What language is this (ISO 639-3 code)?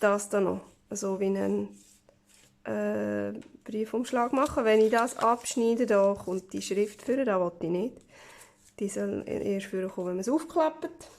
gsw